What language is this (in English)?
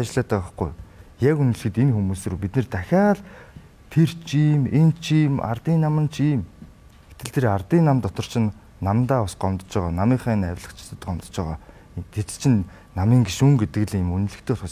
Mongolian